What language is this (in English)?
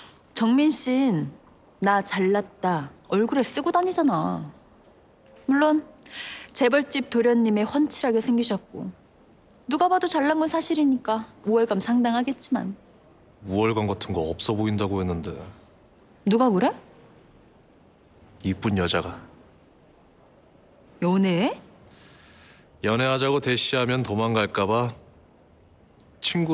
Korean